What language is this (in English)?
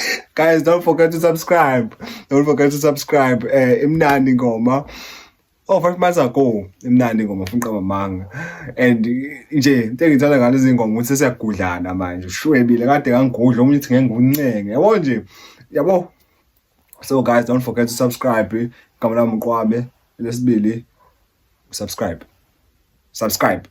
Zulu